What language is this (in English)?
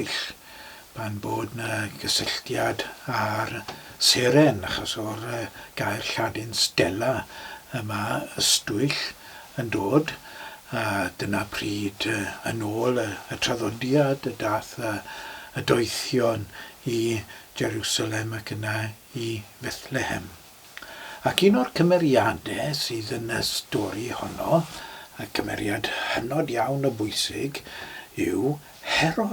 Welsh